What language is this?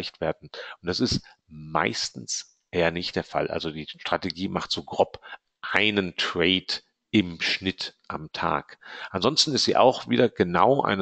German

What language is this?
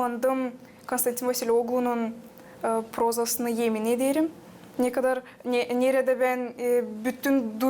Gagauz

